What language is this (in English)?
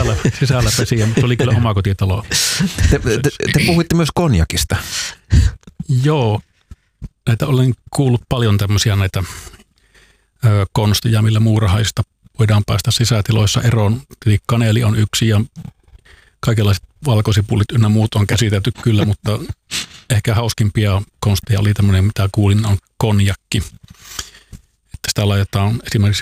Finnish